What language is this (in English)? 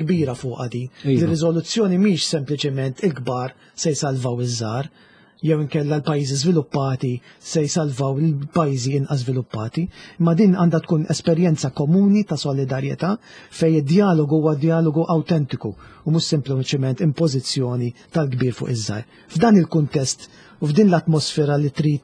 Maltese